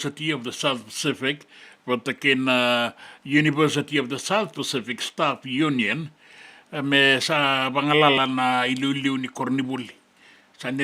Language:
Fijian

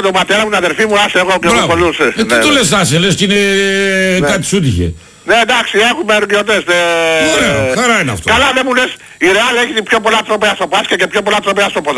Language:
Greek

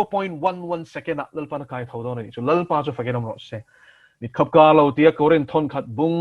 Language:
Mizo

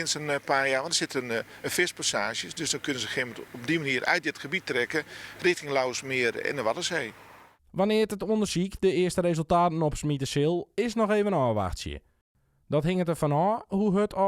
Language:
Western Frisian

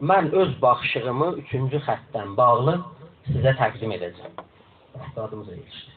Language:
South Azerbaijani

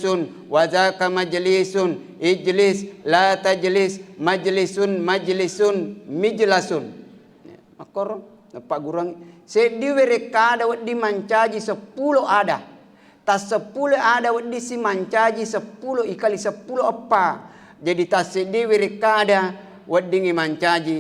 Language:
Buginese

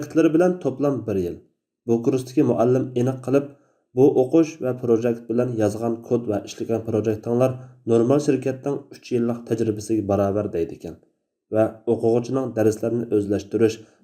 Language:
Uyghur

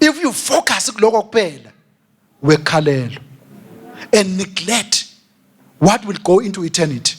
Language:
Swati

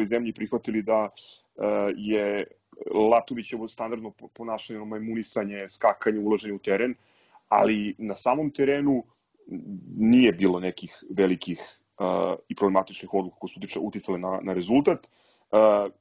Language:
Serbian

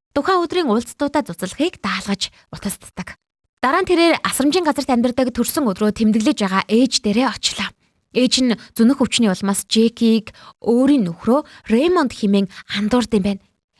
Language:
Mongolian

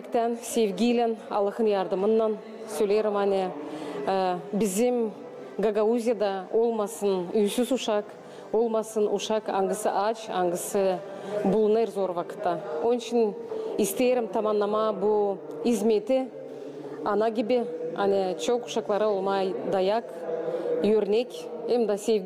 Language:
Gagauz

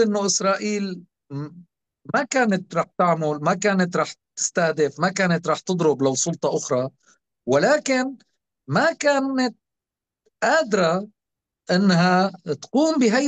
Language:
North Levantine Arabic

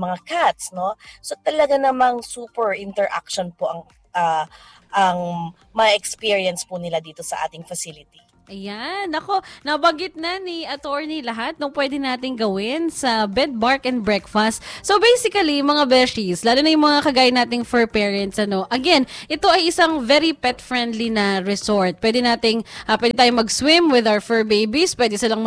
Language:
Filipino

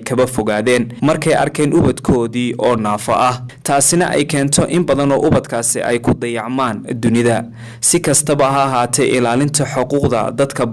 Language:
Somali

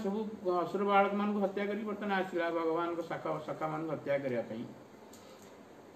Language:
Odia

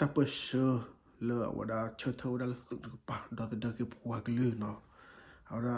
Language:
S'gaw Karen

